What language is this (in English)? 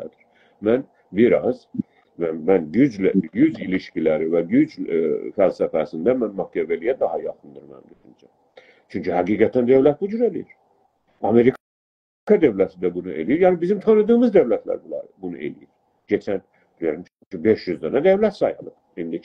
South Azerbaijani